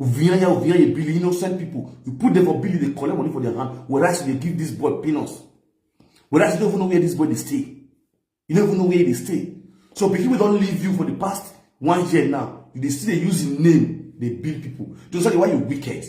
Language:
Nigerian Pidgin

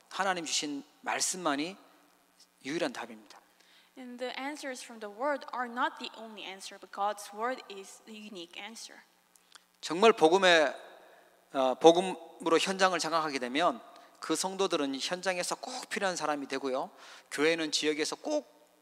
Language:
Korean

